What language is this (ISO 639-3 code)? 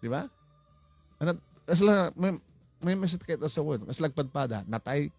ilo